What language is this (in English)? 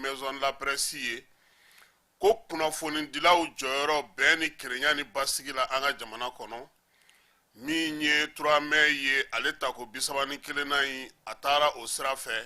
Bambara